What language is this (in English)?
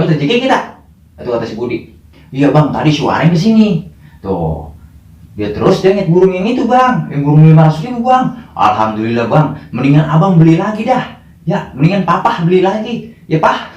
Betawi